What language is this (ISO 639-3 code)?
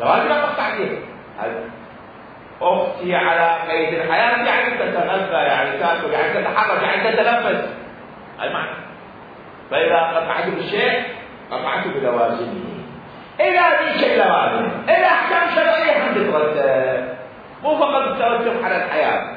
acm